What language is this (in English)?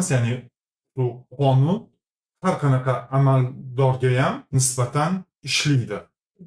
Uzbek